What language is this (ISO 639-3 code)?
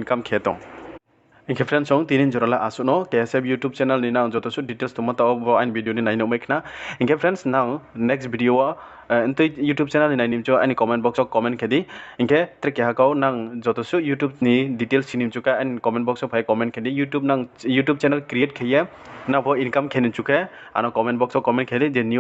ria